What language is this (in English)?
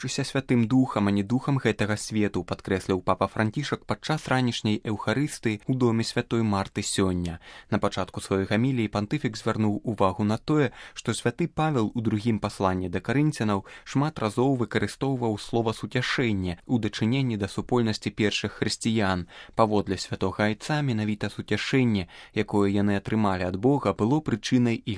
Belarusian